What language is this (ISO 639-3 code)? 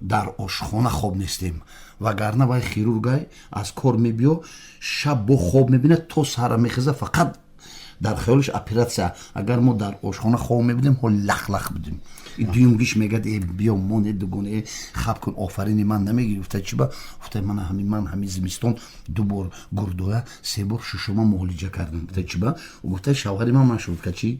tgk